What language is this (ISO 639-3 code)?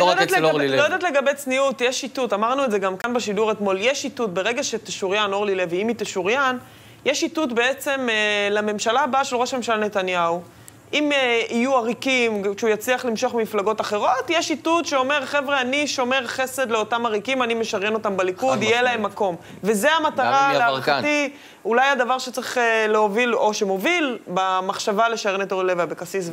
heb